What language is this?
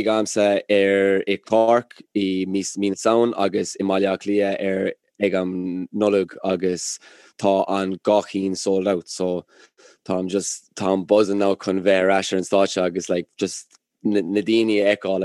Irish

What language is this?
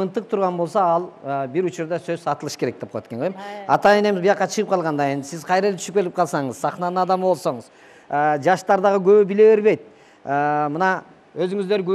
Kyrgyz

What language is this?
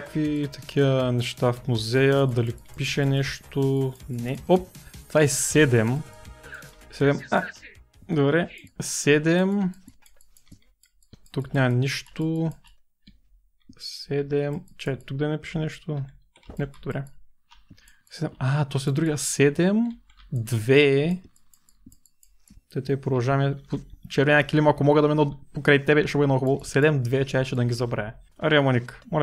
Bulgarian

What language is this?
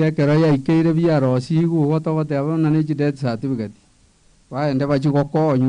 Gusii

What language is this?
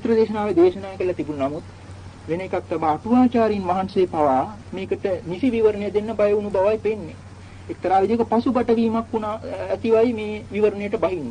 Sinhala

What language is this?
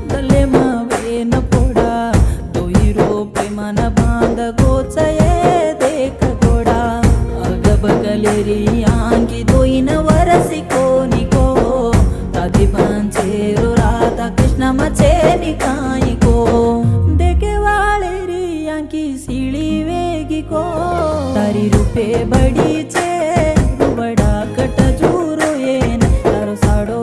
Lambadi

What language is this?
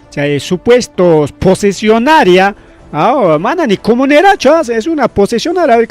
Ayacucho Quechua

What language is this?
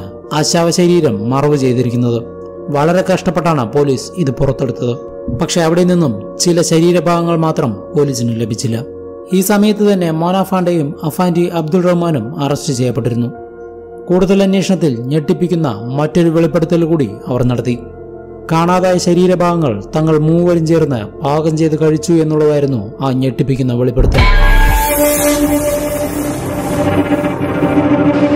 Malayalam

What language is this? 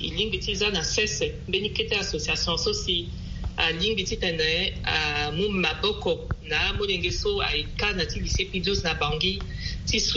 Sango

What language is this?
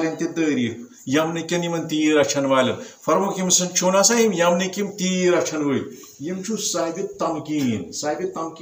Kashmiri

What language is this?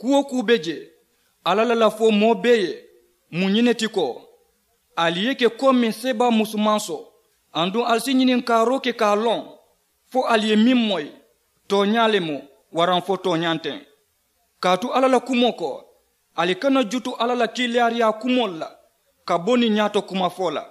Mandingo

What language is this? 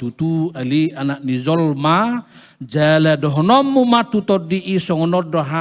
Batak Toba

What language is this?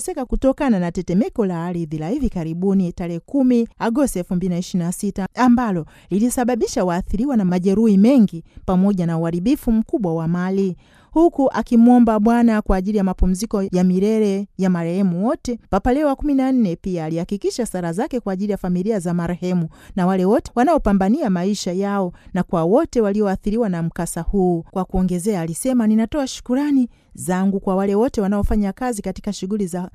Swahili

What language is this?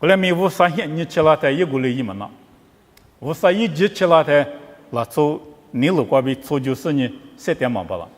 Lisu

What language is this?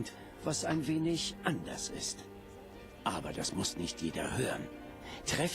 Swiss German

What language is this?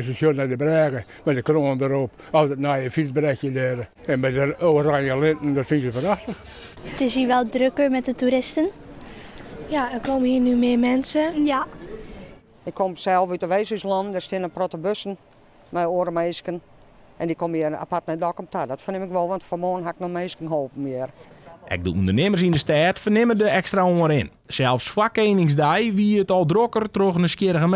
Western Frisian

